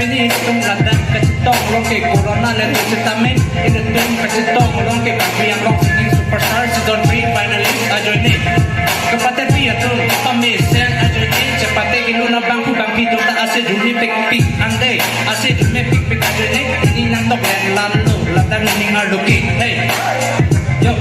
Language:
Karbi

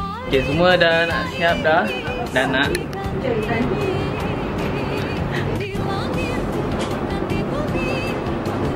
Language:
Malay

